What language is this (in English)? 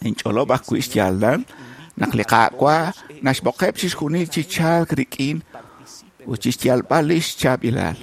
Kekchí